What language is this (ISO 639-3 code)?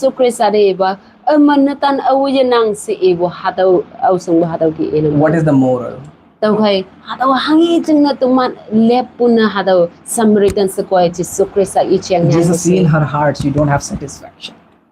nbe